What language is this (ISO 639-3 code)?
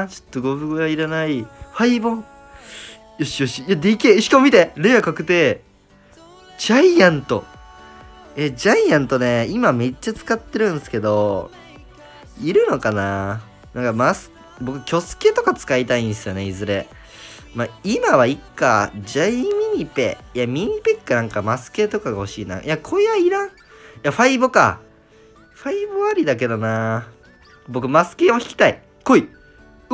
jpn